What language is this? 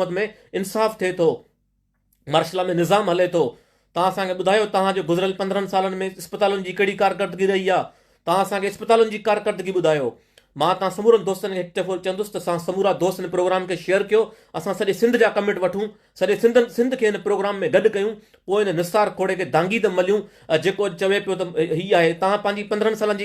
Sindhi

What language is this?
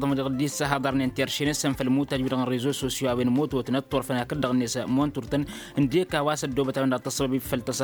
Tamasheq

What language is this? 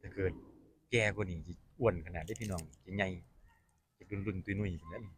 Northeastern Thai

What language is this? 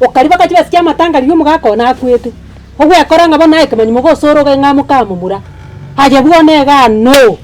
Gusii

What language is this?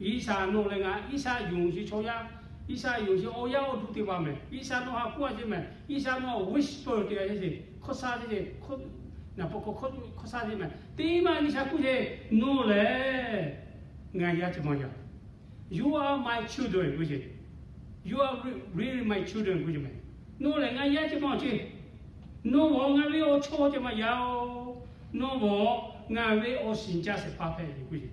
Lahu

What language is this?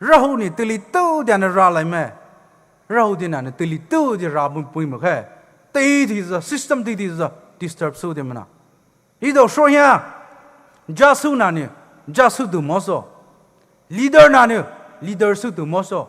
Poumei Naga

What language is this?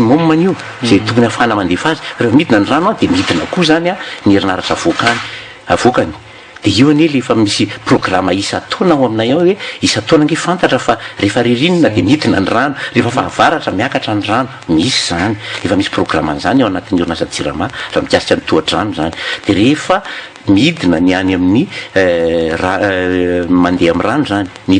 Malagasy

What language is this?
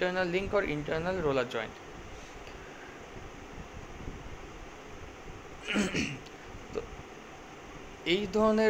Bangla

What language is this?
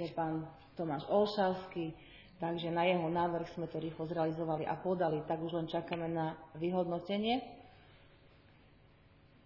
Slovak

